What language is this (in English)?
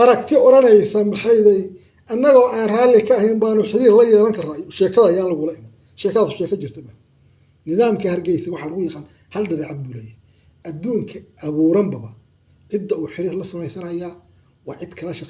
Somali